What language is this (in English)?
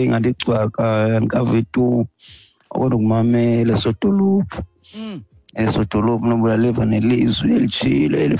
Xhosa